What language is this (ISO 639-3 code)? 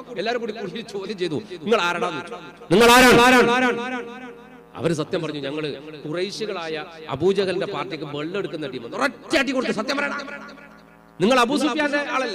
mal